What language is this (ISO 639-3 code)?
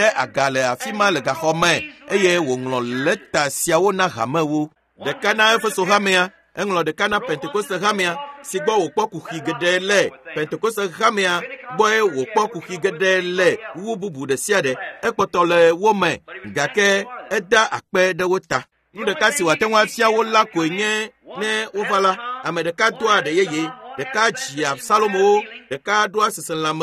ewe